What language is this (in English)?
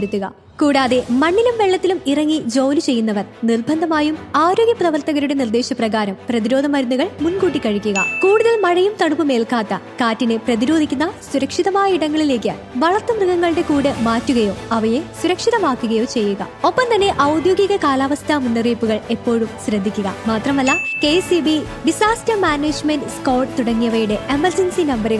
Malayalam